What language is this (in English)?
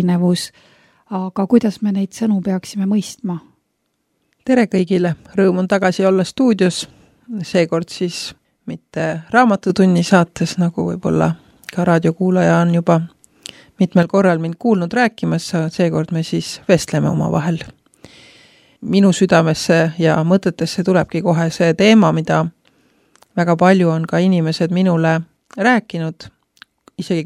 Estonian